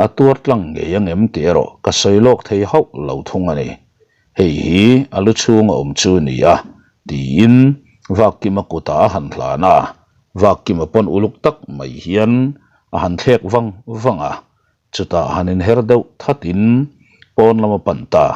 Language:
Mizo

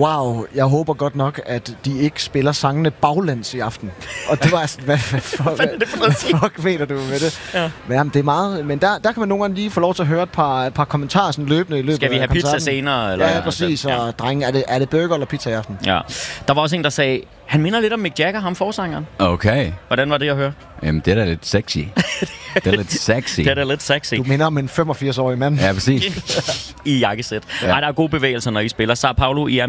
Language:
Danish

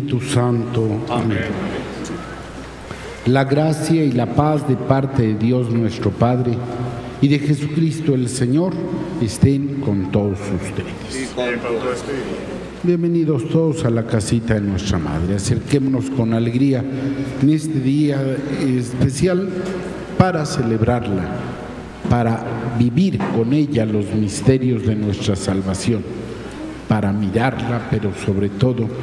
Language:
Spanish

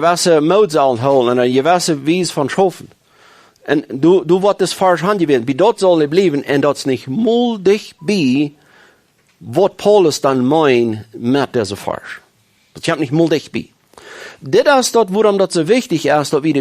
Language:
Plautdietsch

